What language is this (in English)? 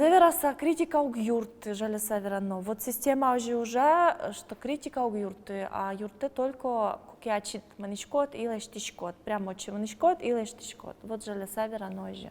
Udmurt